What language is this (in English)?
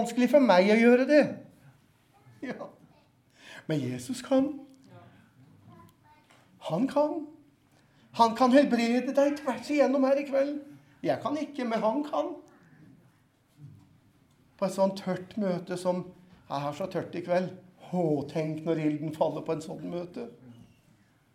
Norwegian